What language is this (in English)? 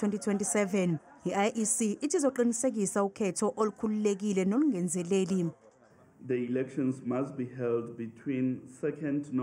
Zulu